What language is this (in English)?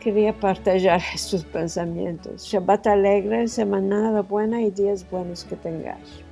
Ladino